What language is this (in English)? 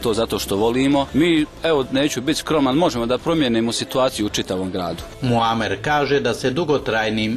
Bosnian